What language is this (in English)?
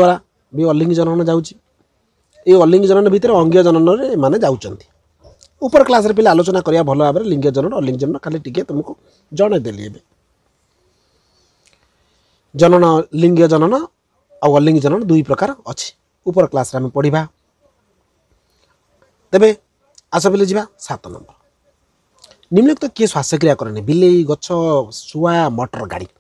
Odia